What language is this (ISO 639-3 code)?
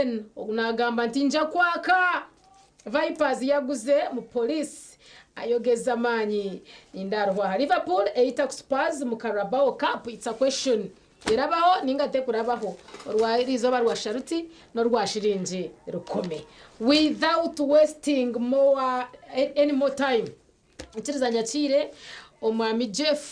nyn